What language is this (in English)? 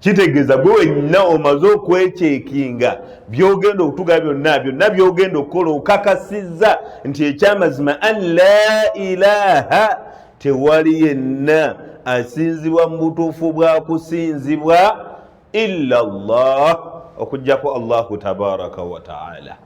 Ganda